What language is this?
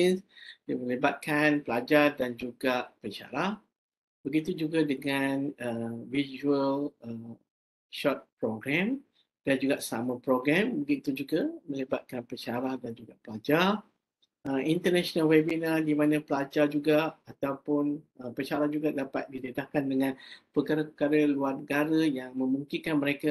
Malay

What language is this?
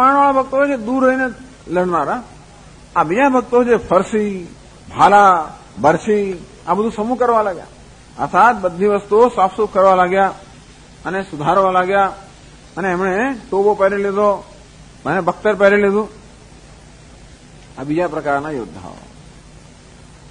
Gujarati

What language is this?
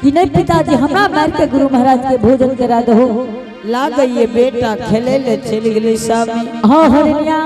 Angika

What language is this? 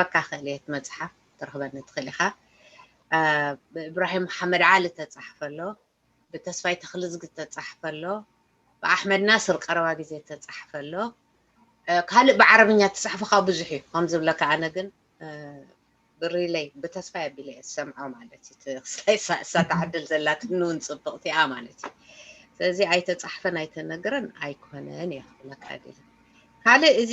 Tigrinya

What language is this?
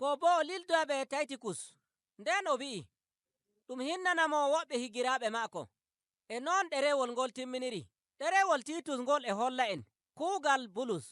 Nigerian Fulfulde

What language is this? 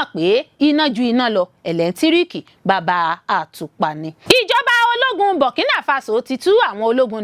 Yoruba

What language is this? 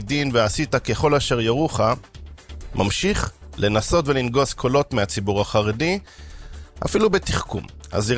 Hebrew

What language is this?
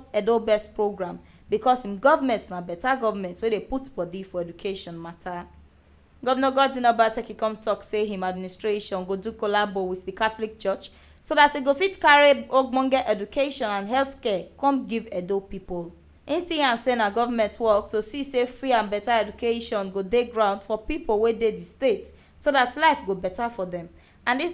Nigerian Pidgin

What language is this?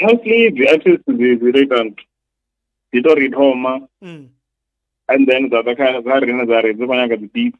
Venda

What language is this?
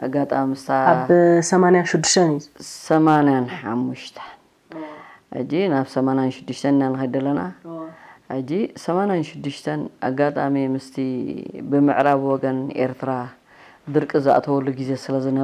Tigrinya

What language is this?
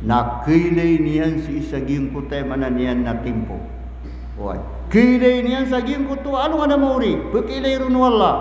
Maranao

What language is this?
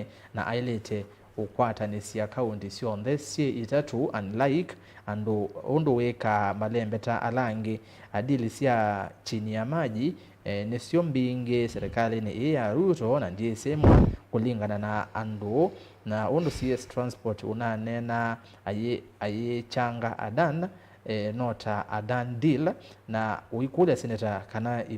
Kamba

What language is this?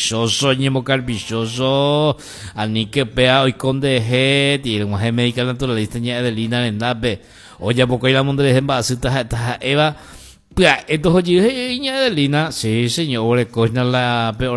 Guarani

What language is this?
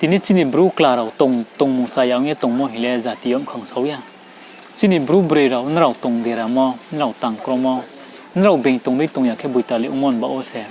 Riang (India)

